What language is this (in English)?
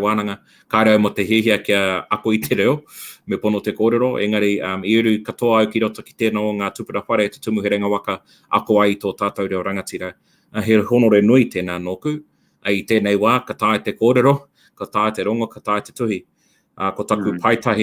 Māori